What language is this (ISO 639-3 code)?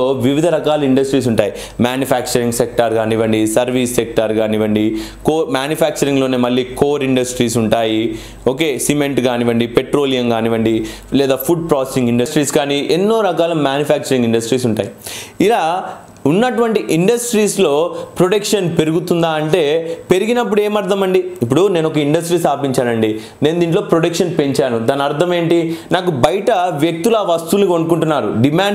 tel